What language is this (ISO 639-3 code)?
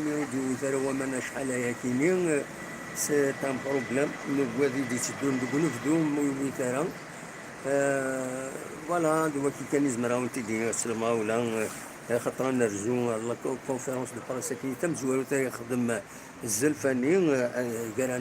kab